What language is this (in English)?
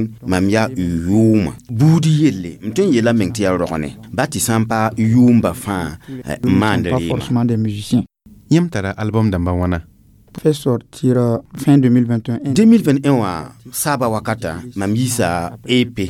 Mossi